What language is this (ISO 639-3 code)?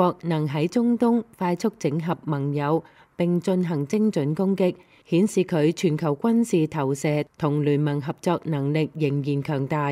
yue